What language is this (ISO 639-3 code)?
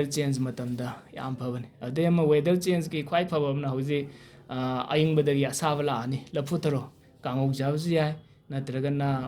mni